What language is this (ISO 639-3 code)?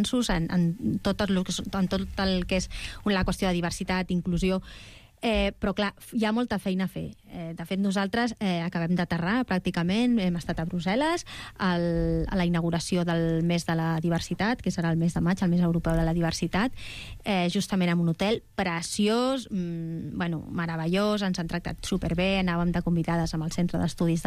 cat